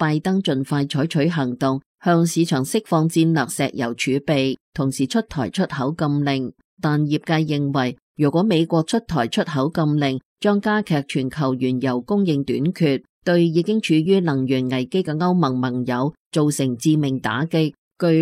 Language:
Cantonese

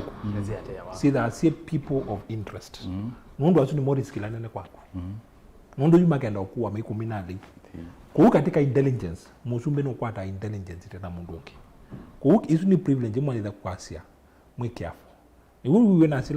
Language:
Kamba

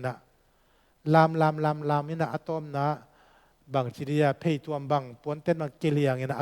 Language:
Tedim Chin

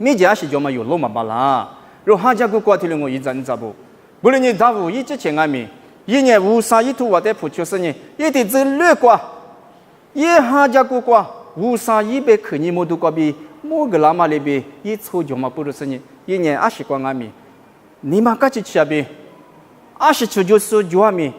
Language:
Lisu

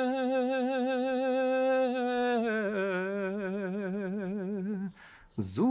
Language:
Serbian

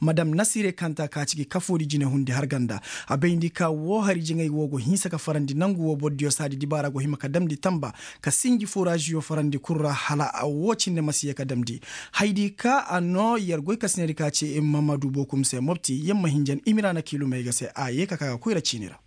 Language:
Koyraboro Senni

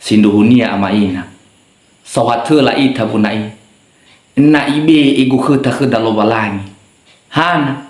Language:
Nias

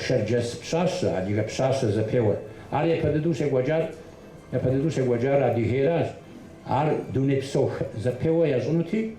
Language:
Kabardian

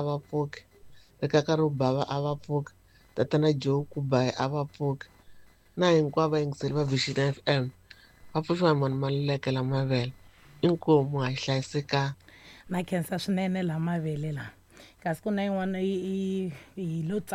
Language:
Tsonga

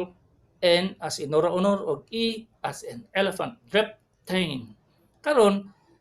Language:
Cebuano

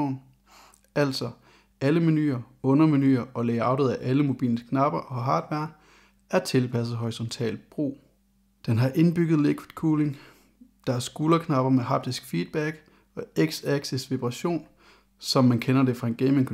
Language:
Danish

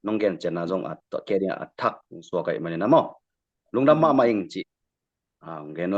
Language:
Tedim Chin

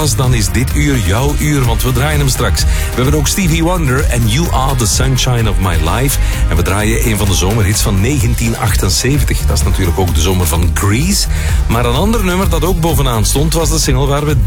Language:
Dutch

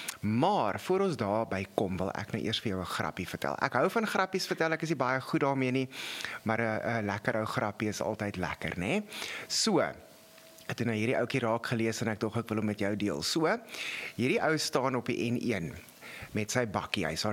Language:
Afrikaans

